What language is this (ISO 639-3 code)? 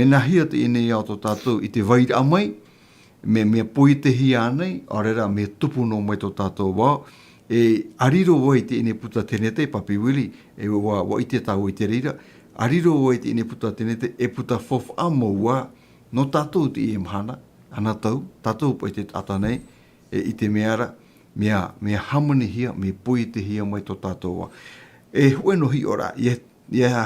tah